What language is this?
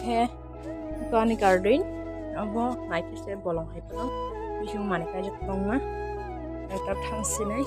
Kok Borok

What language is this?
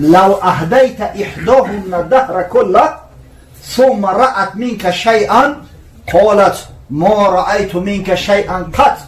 Tajik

